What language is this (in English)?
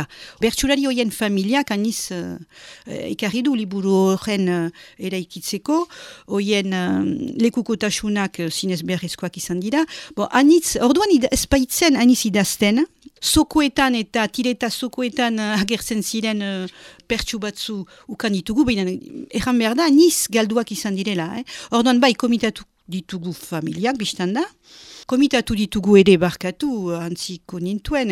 Basque